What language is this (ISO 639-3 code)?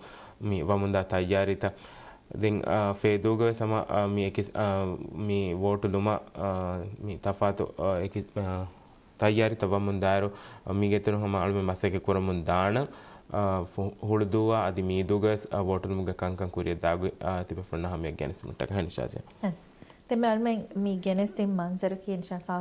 div